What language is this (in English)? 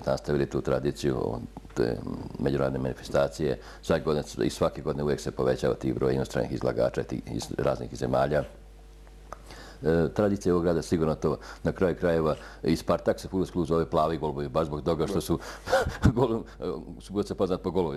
Serbian